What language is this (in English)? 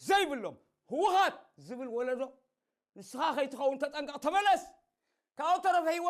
Tigrinya